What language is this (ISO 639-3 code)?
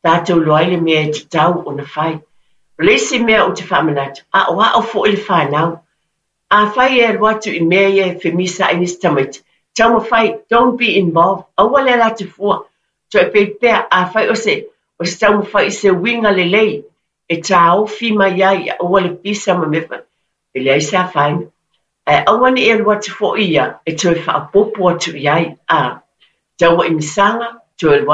smo